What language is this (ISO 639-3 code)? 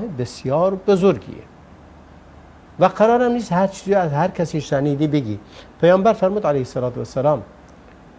fas